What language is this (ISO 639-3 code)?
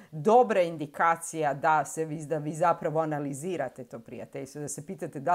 hrv